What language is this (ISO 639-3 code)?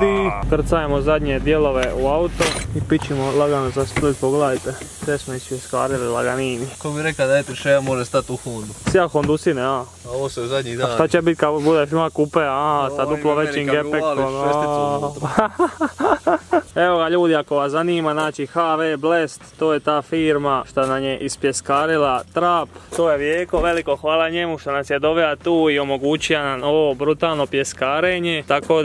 hrv